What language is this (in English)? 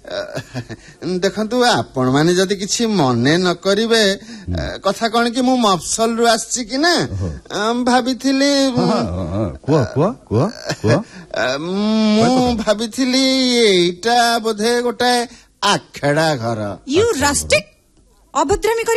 Odia